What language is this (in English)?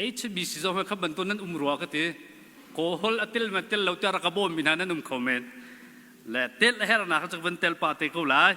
Hakha Chin